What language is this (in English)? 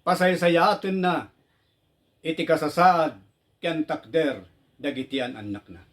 Iloko